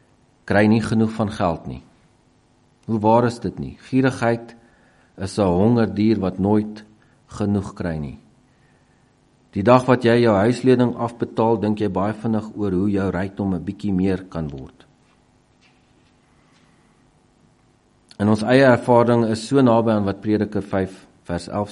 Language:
Afrikaans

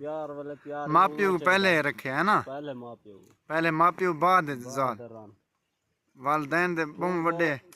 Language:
Saraiki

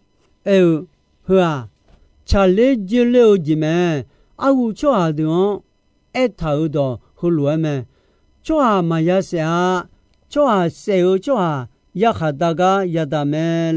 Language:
Akha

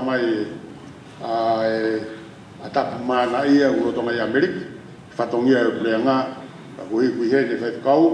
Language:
Tongan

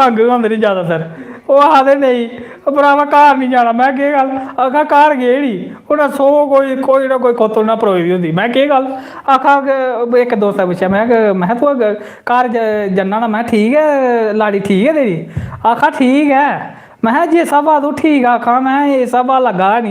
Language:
Dogri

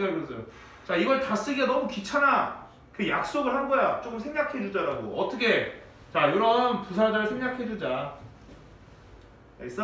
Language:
Korean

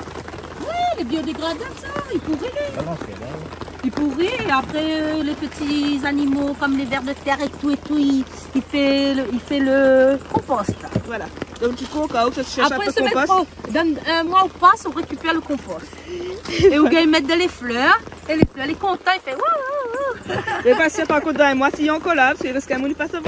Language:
Réunion Creole French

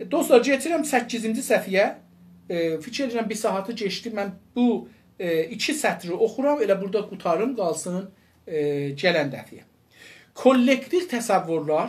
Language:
South Azerbaijani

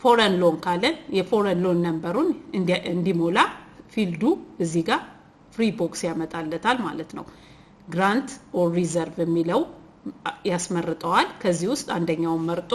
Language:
Amharic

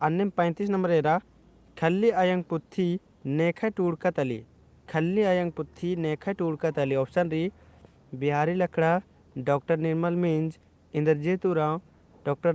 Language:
Kurukh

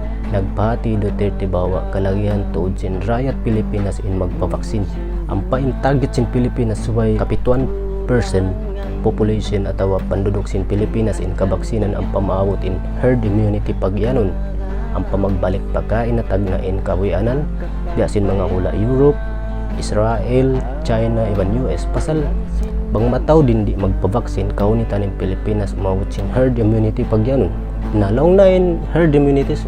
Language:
Tausug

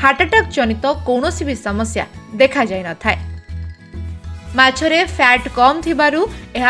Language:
Odia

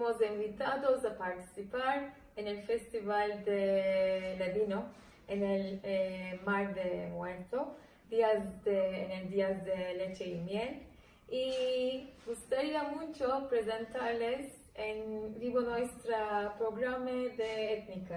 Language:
Ladino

